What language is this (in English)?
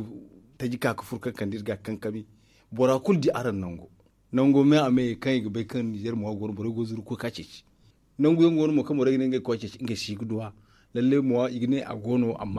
Zarma